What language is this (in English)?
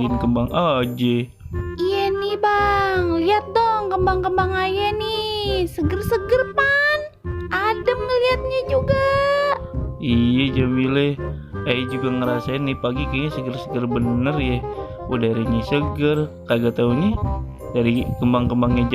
Betawi